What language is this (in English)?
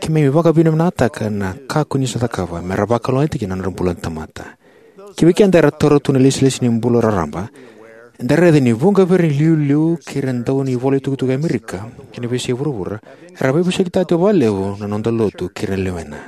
Fijian